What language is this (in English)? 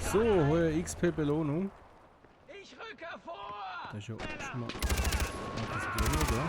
Swiss German